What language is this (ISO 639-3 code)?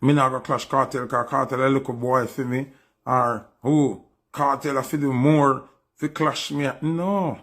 jam